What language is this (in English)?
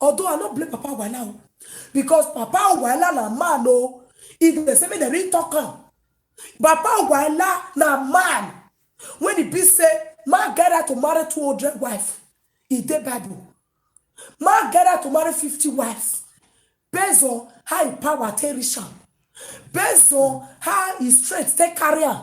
Nigerian Pidgin